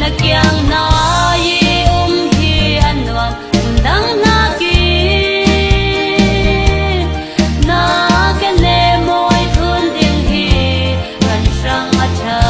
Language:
Falam Chin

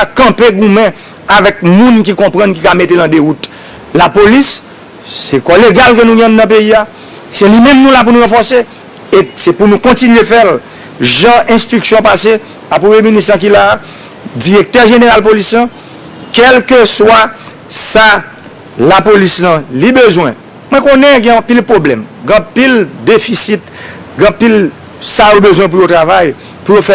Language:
Haitian Creole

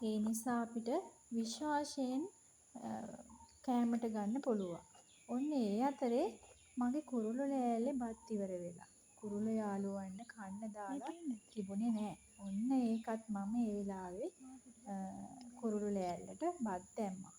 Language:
Sinhala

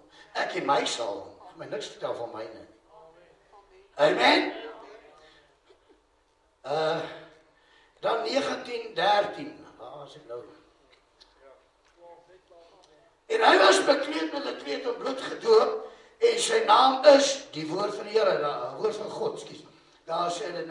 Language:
Afrikaans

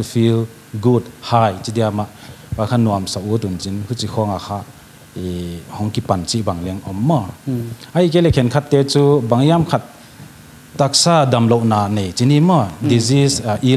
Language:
Paite Chin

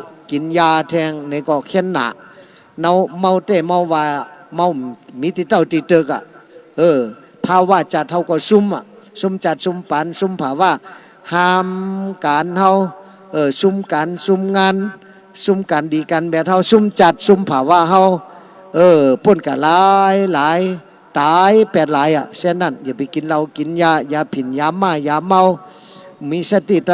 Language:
Shan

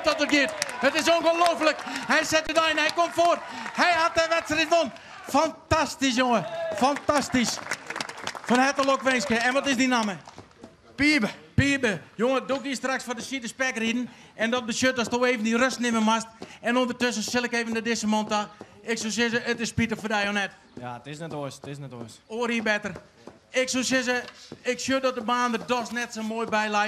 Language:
Western Frisian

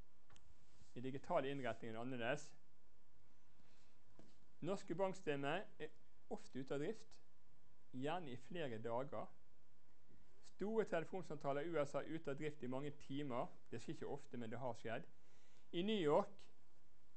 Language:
Norwegian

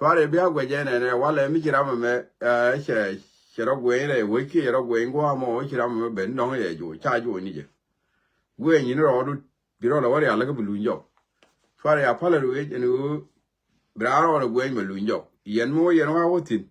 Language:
Nuer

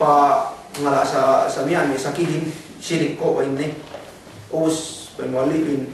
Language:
Yakan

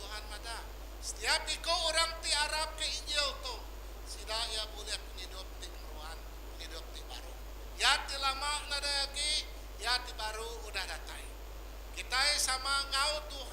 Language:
Iban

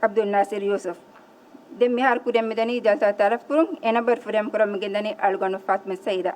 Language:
Divehi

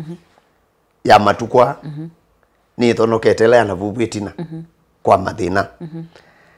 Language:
Kamba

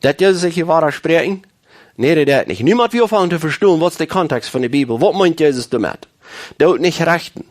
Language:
Plautdietsch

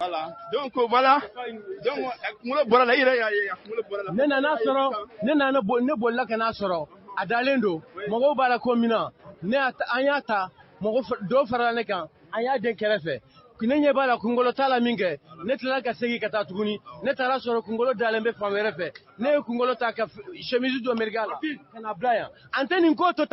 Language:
Bambara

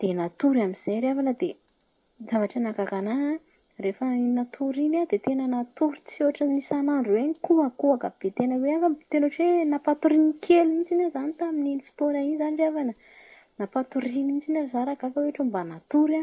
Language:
Malagasy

